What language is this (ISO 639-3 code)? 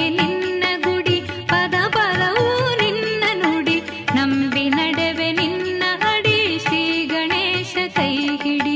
kan